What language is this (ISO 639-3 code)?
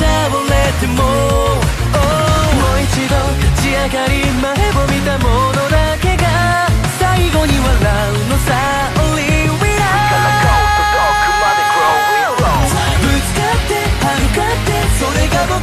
jpn